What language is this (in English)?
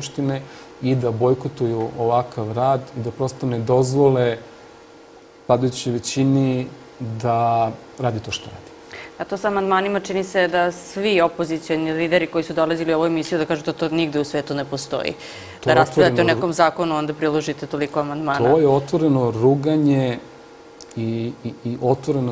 Serbian